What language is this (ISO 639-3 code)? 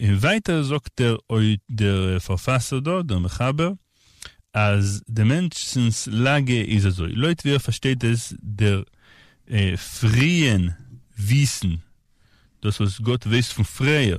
yid